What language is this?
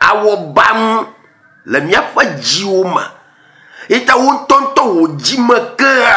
Ewe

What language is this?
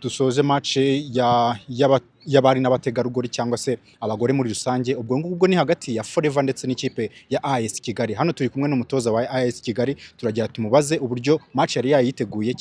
Kinyarwanda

